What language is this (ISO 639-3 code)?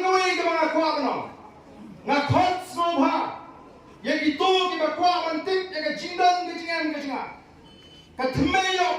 kha